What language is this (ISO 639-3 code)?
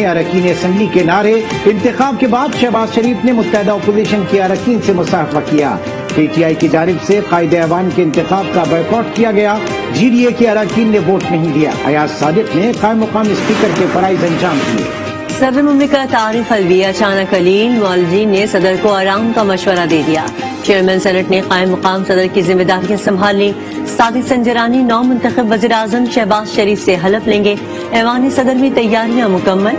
urd